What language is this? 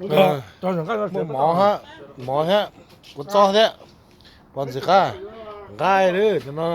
Hmong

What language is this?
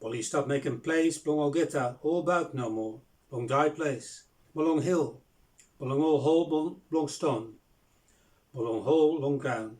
Bislama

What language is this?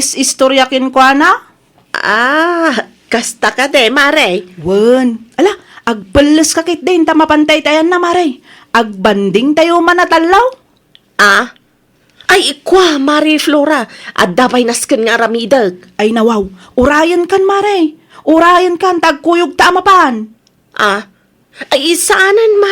Iloko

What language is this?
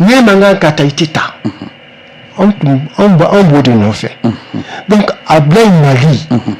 Bambara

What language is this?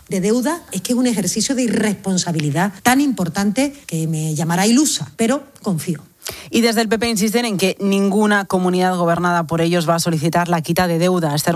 Spanish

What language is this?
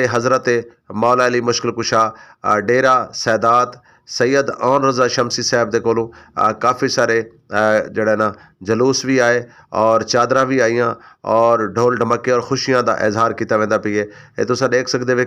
Saraiki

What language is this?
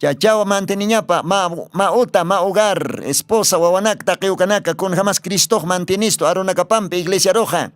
Aymara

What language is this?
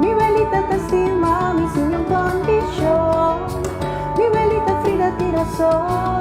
Papiamento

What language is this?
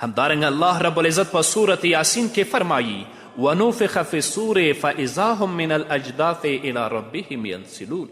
Pashto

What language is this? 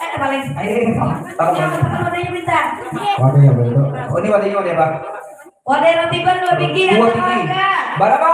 Banjar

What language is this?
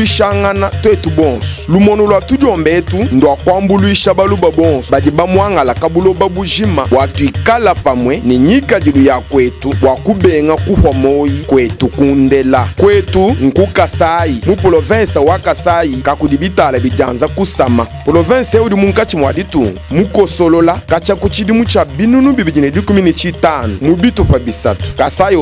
Luba-Lulua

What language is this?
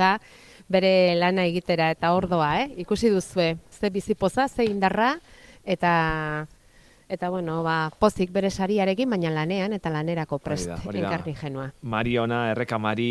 Basque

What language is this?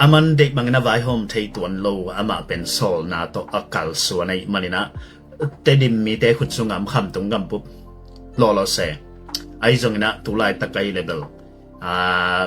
Tedim Chin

